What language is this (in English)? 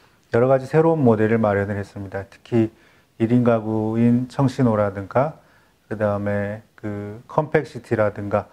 Korean